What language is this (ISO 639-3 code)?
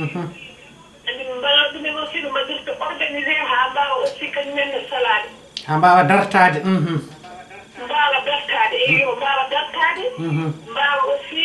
ful